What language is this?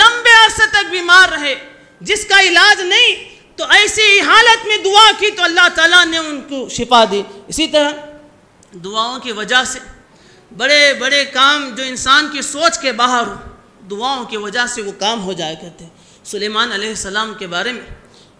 Urdu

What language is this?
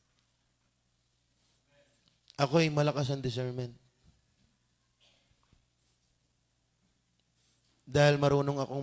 Filipino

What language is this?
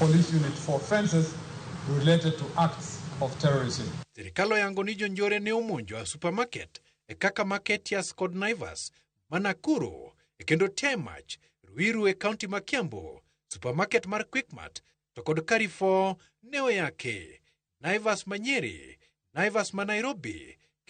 Luo (Kenya and Tanzania)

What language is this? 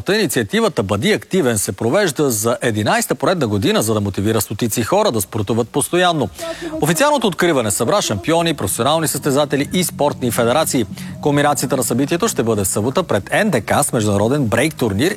Bulgarian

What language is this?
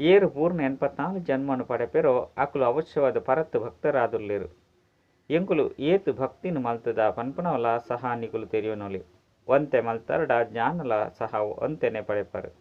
Tulu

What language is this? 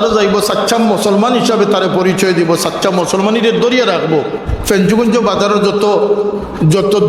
Sylheti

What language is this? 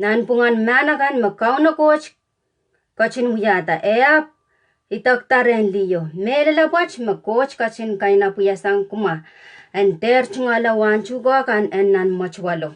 Pohnpeian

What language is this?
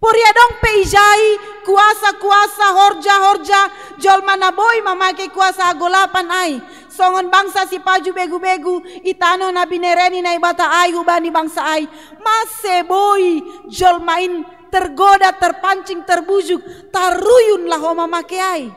Batak Simalungun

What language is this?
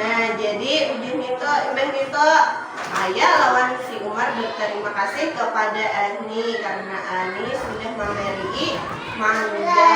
Banjar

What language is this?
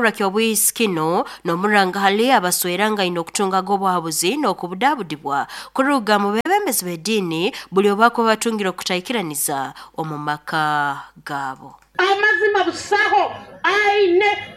Nyoro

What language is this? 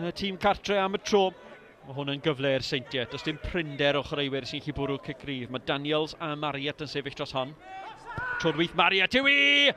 Welsh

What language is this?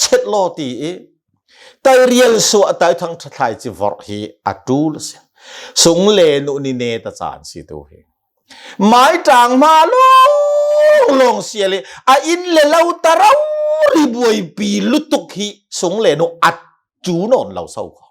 Hakha Chin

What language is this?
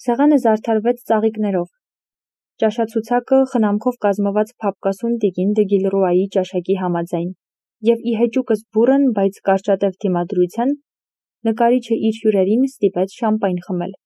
Armenian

